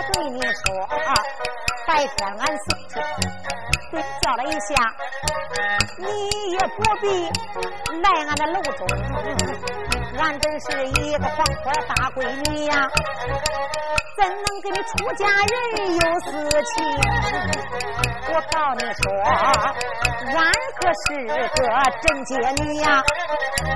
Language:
Chinese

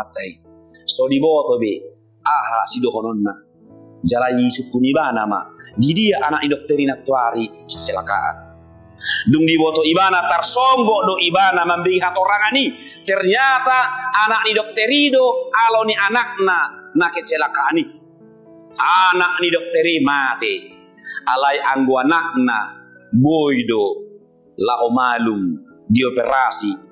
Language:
Batak Toba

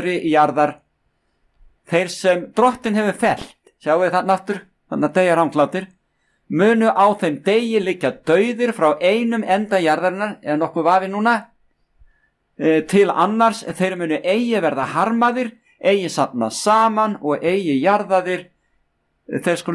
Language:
Icelandic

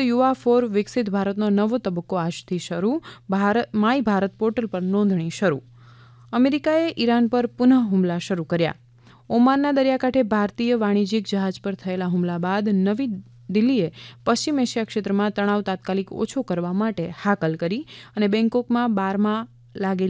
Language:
Gujarati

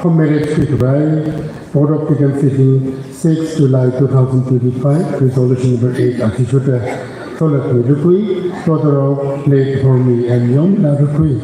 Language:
Tangkhul Naga (India)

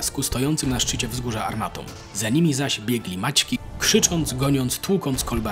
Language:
Polish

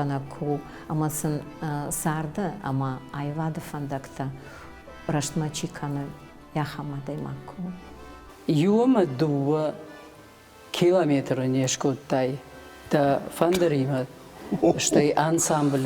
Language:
Ossetic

